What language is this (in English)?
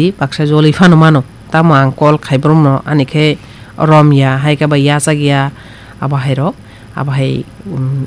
Kok Borok